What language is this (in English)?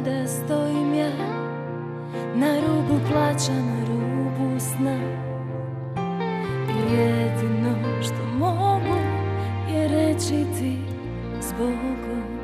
Croatian